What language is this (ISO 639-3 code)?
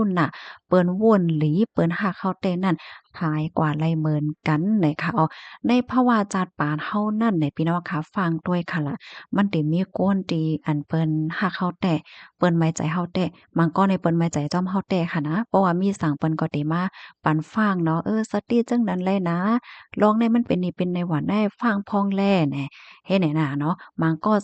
shn